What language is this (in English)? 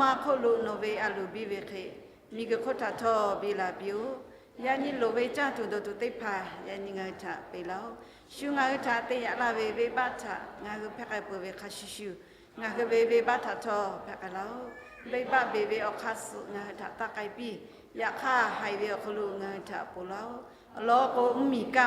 Lahu